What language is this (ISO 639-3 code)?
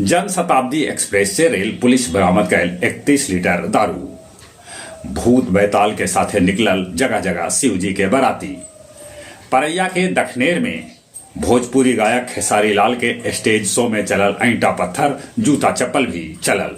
mag